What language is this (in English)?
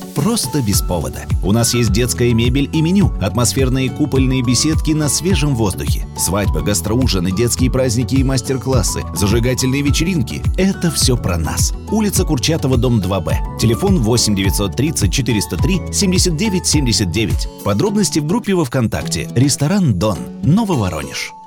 Russian